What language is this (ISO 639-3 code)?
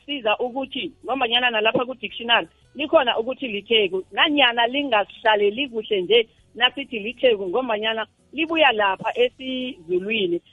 nbl